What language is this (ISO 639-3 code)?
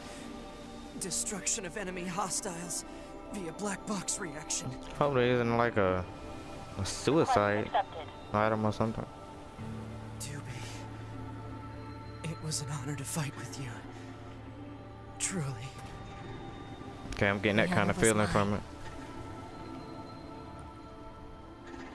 eng